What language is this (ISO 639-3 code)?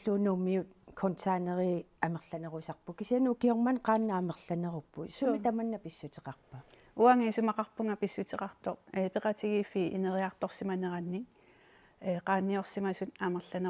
kal